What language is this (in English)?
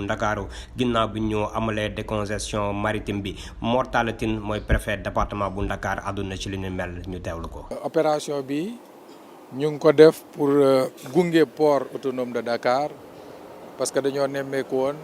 Wolof